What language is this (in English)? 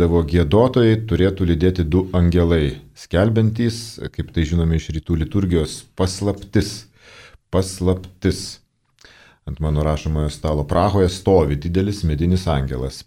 Lithuanian